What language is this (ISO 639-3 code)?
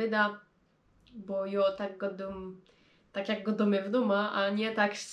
szl